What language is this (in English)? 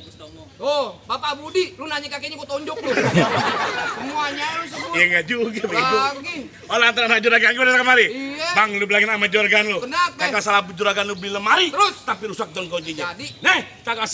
Betawi